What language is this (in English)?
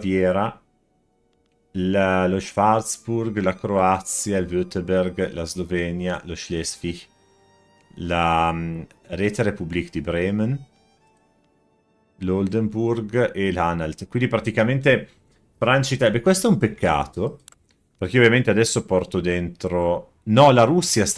Italian